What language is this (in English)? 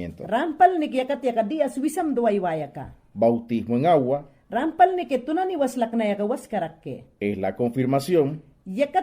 Mayangna